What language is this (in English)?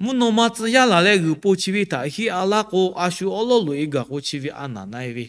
Lahu